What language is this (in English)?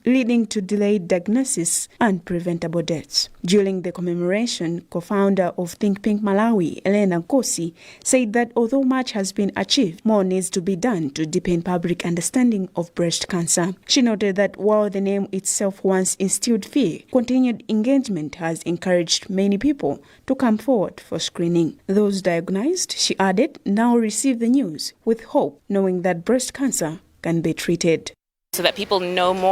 English